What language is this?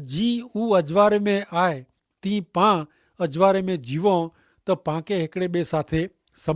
Kachhi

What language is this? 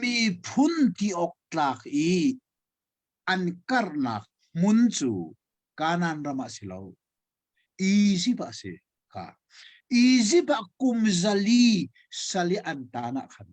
Hakha Chin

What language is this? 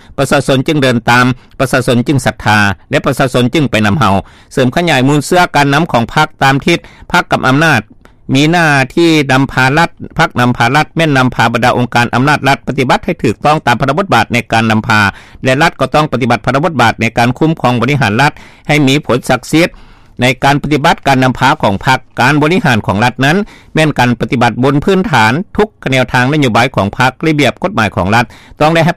Lao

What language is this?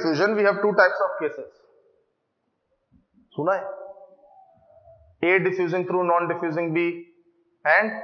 Hindi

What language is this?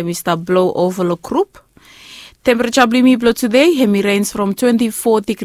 Bislama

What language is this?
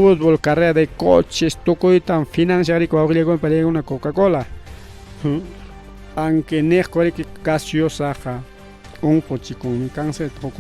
Ayacucho Quechua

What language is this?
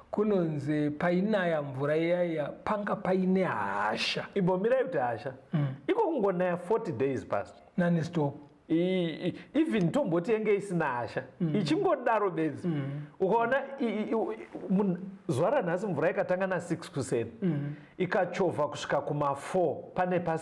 Shona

